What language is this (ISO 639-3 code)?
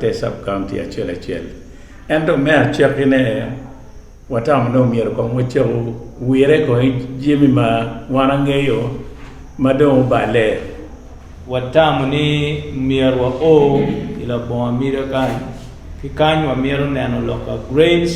ach